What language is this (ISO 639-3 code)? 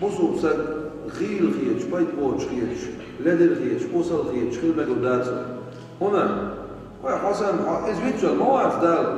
che